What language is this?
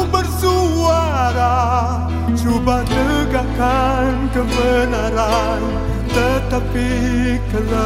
Indonesian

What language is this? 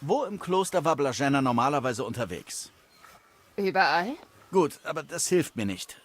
Bavarian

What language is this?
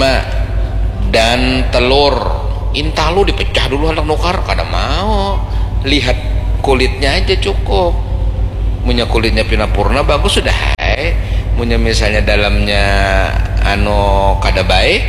Banjar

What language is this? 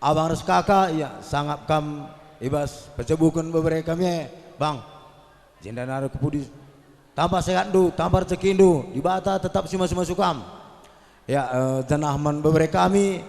Batak Karo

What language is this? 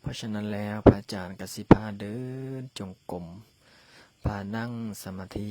Lao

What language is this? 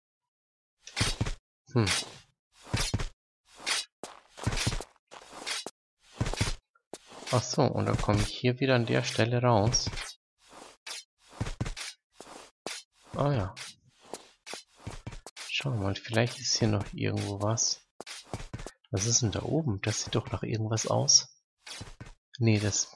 German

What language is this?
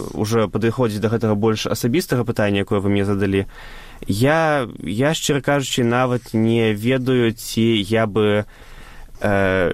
Belarusian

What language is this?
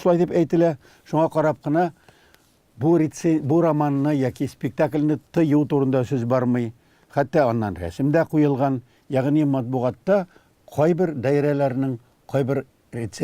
Tatar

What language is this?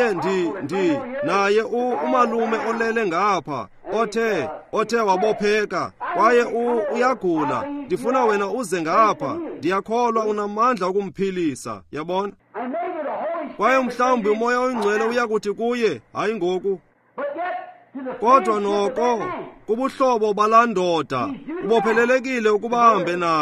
Xhosa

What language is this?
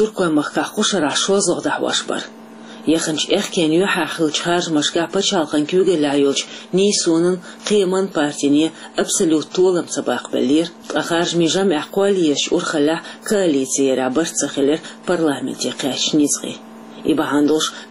Chechen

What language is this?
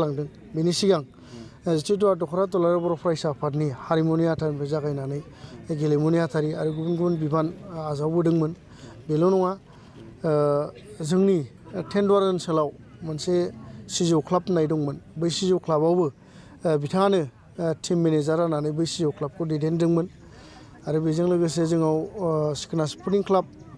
Bodo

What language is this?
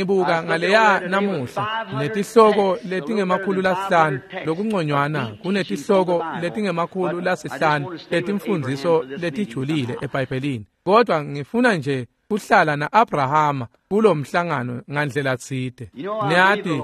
Swati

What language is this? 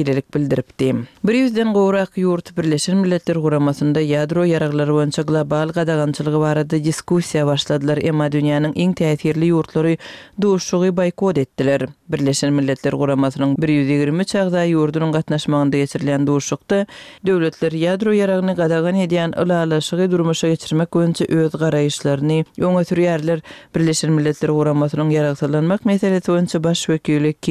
Turkmen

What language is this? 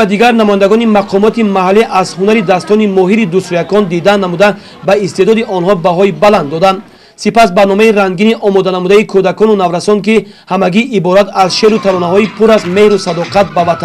Tajik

